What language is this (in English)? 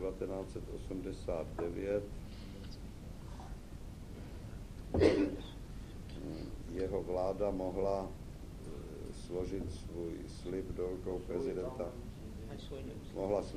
Czech